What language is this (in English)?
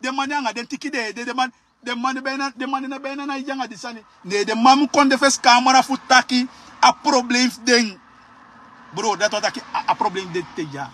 Sranan Tongo